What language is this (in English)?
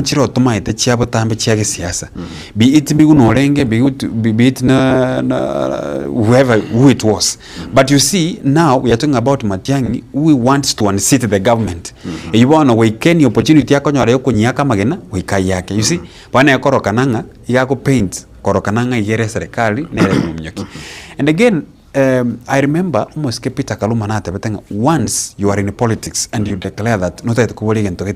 Gusii